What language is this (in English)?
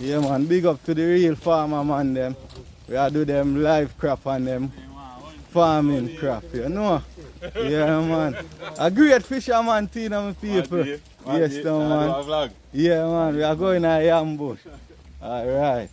Jamaican Creole English